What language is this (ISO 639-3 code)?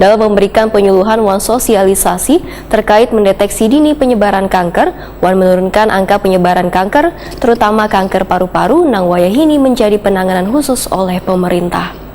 bjn